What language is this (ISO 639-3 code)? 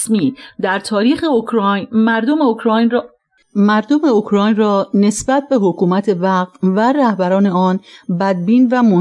fas